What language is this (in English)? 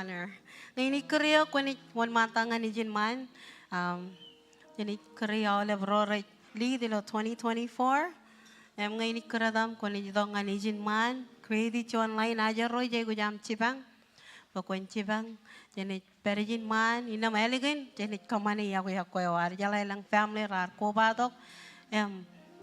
Marshallese